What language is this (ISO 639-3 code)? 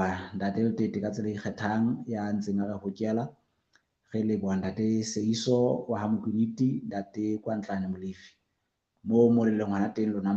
sot